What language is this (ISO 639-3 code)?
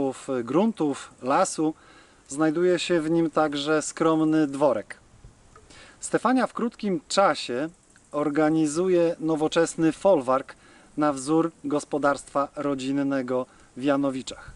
pol